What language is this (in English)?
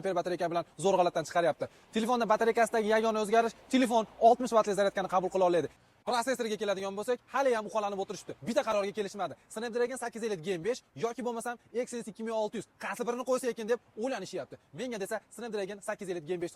Uzbek